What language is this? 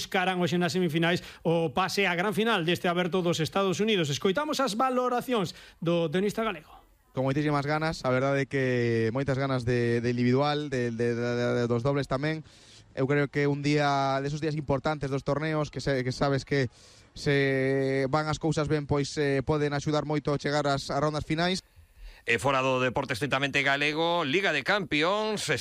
Galician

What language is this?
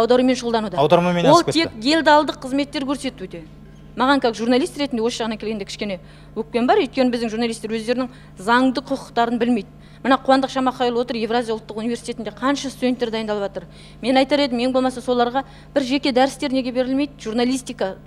Kazakh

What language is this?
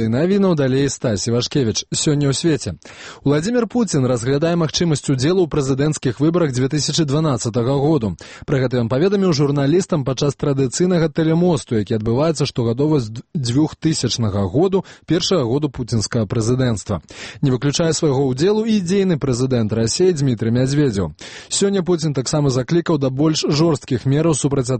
Belarusian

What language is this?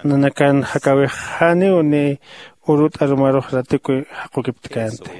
Aymara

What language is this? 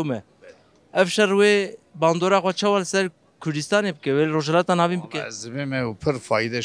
Kurdish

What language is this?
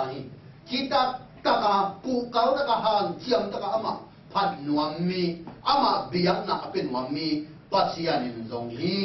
Tedim Chin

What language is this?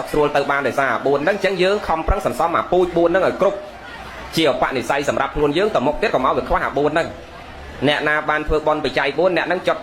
Khmer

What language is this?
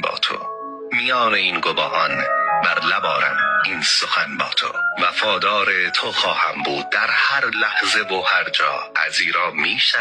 Persian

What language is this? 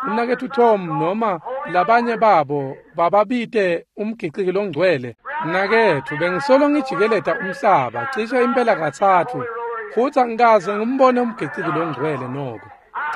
Swati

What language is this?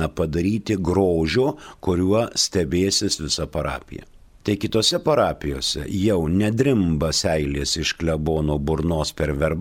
Lithuanian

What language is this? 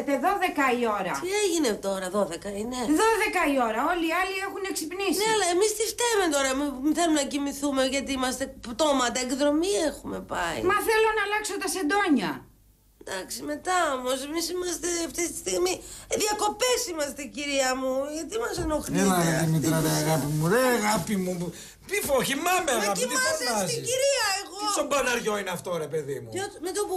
Greek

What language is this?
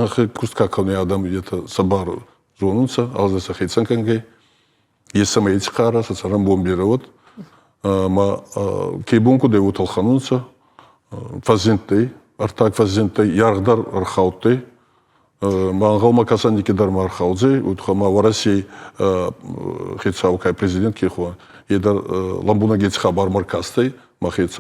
Ossetic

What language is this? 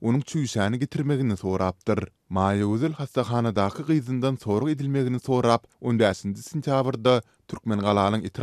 Turkmen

